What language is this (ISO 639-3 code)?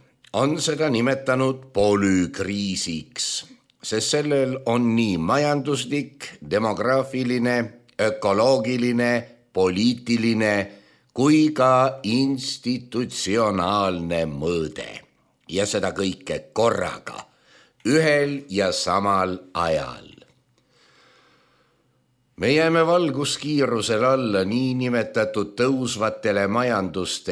est